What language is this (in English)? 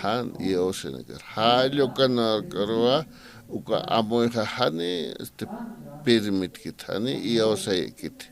Aymara